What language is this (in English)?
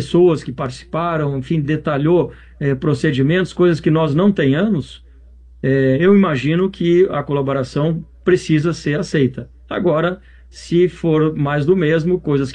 Portuguese